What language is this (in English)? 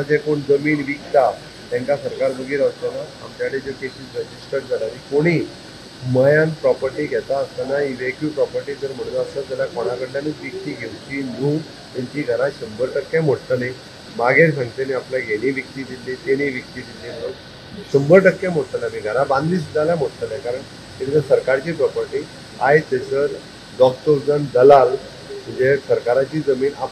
Konkani